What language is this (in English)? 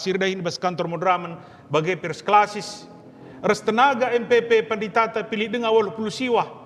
Batak Karo